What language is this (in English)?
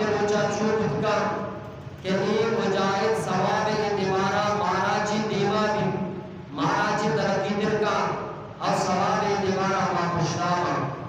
Eastern Balochi